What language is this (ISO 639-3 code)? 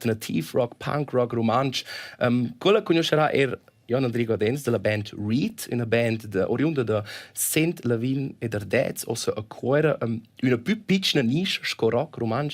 roh